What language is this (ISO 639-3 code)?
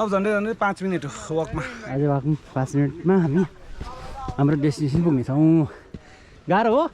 nep